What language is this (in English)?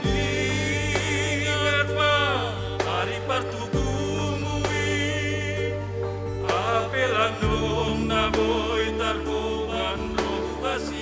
Batak Simalungun